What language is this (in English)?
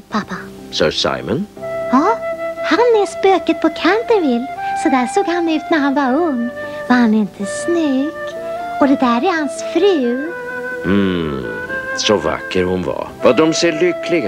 Swedish